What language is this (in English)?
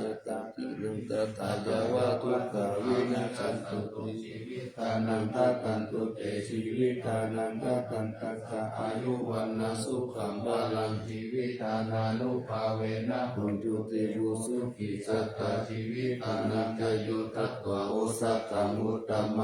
Pali